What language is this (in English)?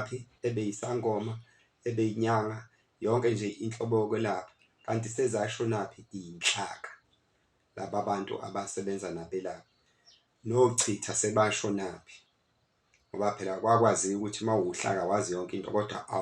Zulu